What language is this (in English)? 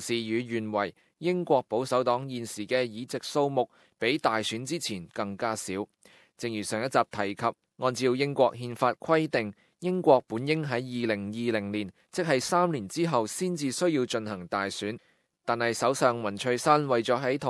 Cantonese